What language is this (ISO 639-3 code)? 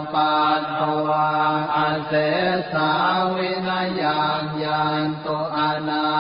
pli